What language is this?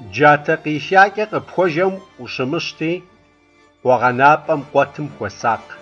Kabardian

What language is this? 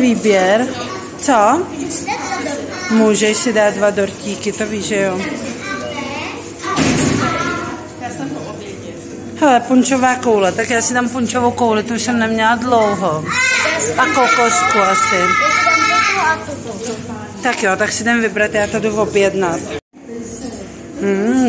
Czech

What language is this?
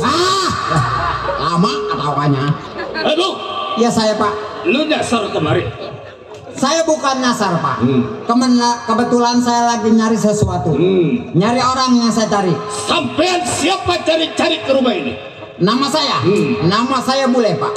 Betawi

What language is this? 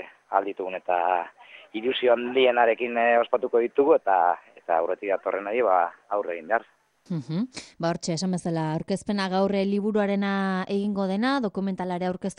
Basque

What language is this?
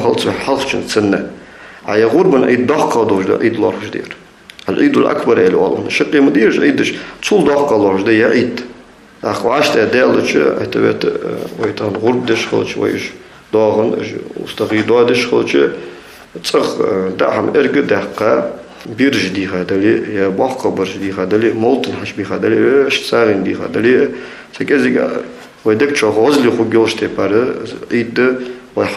Ingush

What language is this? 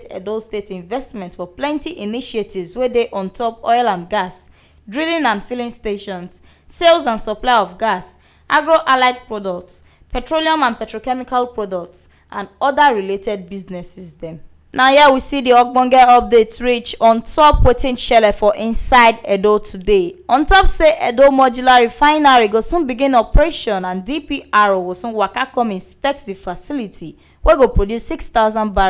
Nigerian Pidgin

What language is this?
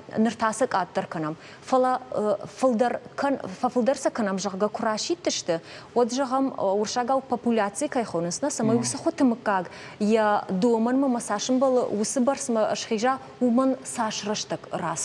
Ossetic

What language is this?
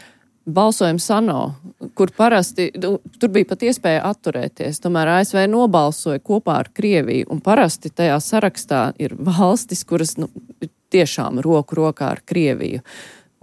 Latvian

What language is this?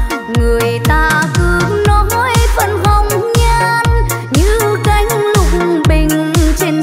Vietnamese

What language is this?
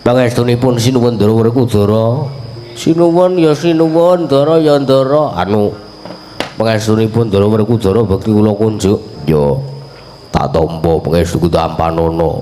Javanese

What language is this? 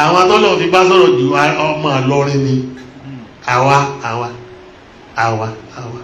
Yoruba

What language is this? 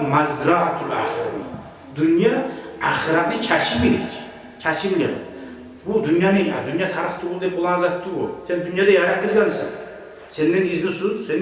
Kumyk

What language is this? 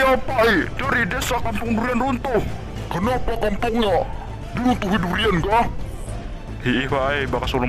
Banjar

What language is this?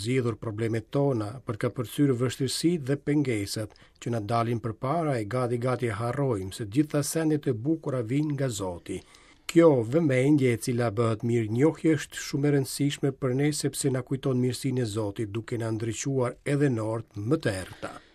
Albanian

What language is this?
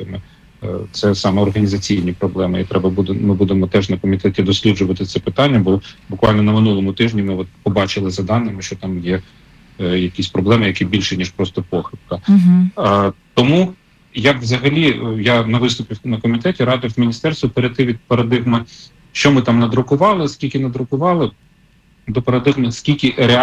Ukrainian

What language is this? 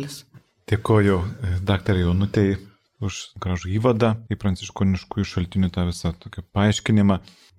Lithuanian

